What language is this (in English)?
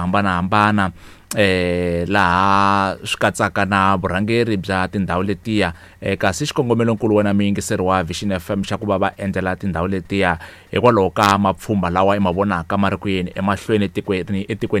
Tsonga